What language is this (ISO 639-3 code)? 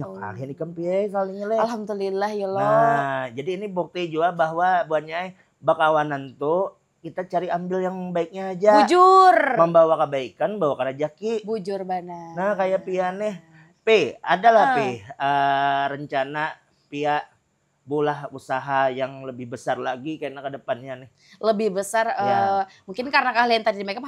bjn